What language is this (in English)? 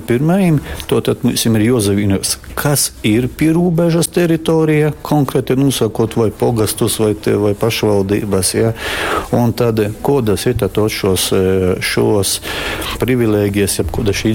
Latgalian